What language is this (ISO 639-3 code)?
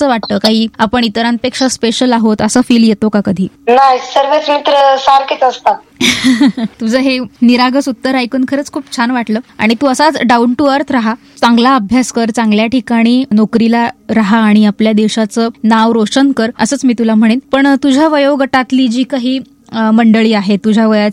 mar